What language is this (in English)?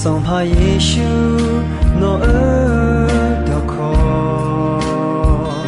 Akha